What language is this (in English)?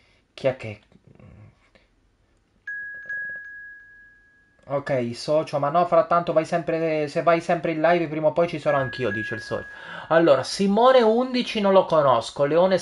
Italian